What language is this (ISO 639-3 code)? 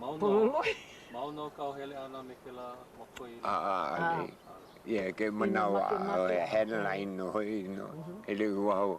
haw